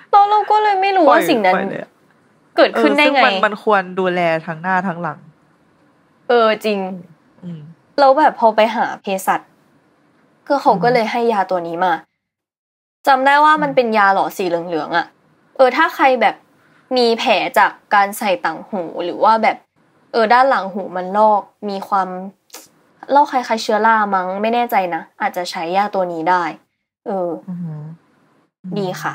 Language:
Thai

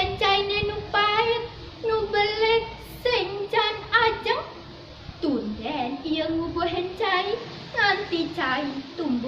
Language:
Balinese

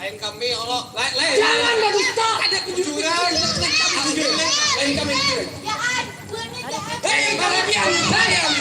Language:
Banjar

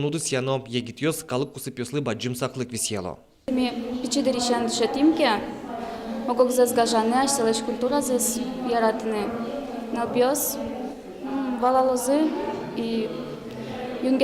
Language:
Udmurt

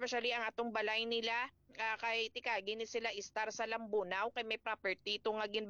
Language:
Hiligaynon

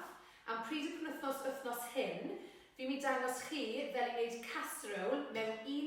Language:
Welsh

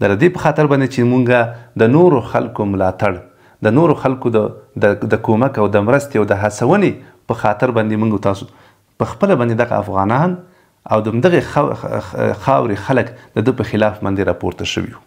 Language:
Pashto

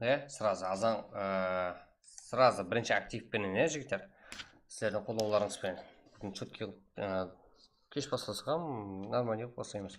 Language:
Kara-Kalpak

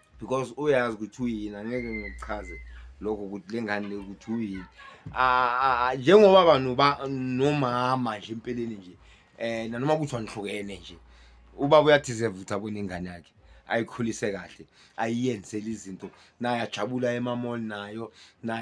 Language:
Zulu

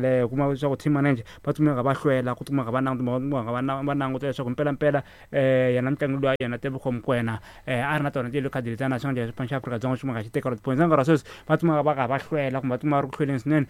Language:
Tsonga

